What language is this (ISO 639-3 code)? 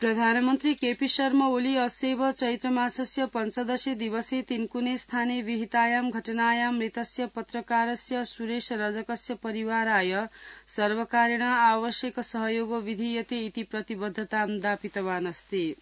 san